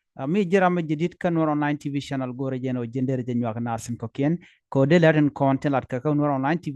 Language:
Nuer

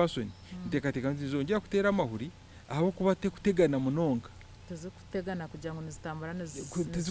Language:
Nyankole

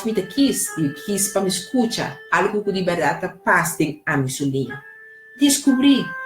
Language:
Papiamento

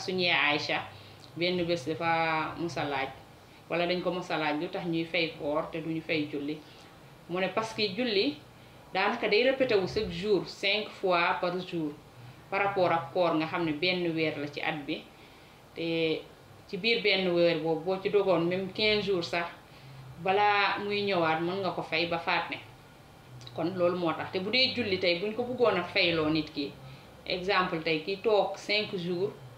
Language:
Wolof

